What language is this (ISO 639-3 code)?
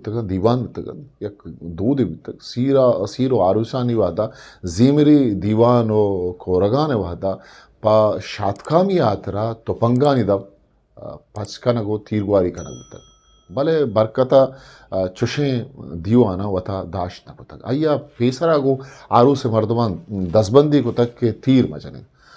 bgp